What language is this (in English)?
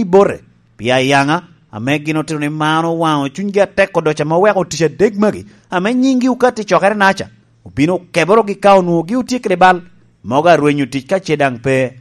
Lango (Uganda)